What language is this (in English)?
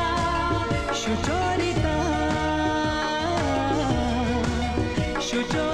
Bangla